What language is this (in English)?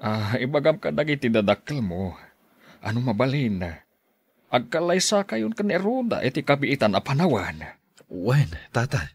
Iloko